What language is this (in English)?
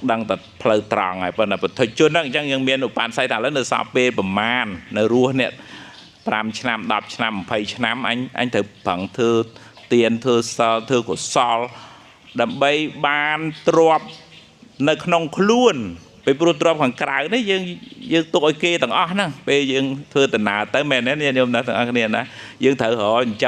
Khmer